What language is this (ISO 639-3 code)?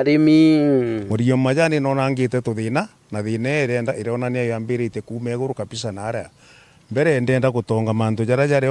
mer